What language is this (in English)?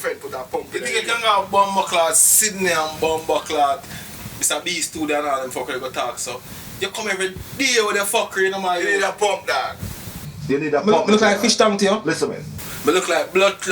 Jamaican Creole English